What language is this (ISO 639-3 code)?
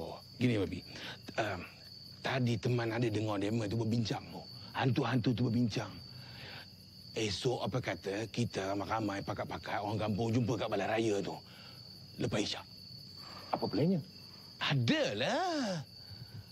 msa